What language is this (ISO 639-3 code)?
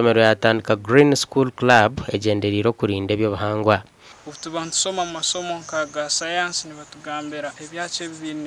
nyn